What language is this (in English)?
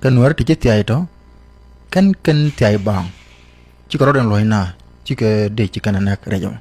Nuer